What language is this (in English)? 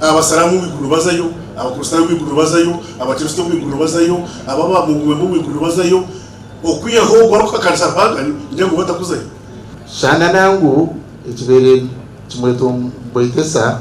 Nyankole